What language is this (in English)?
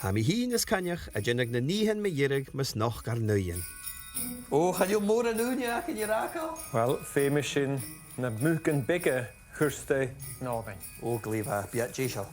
Scottish Gaelic